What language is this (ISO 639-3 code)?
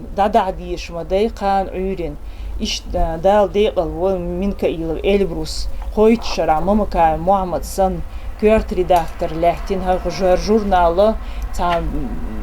che